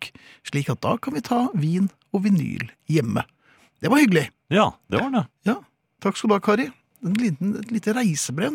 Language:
Norwegian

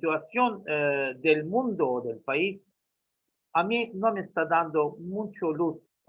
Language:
Ladino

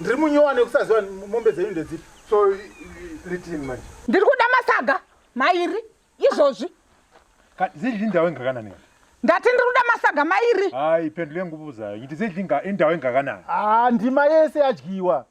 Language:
Shona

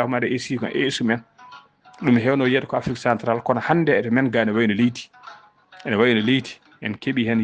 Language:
Fula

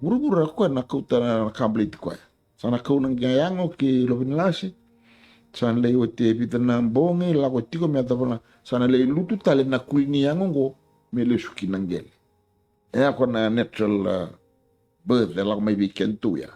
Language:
Fijian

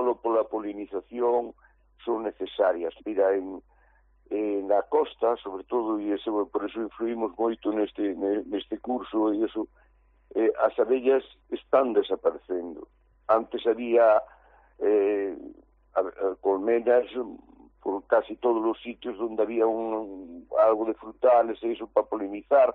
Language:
Galician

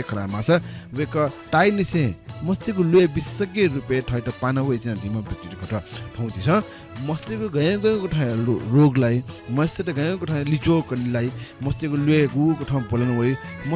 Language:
Newari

